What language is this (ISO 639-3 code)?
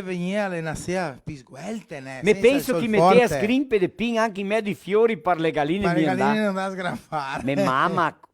vec